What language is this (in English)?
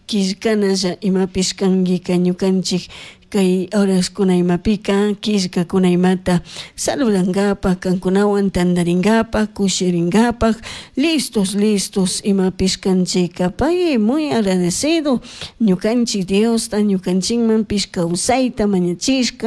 Chimborazo Highland Quichua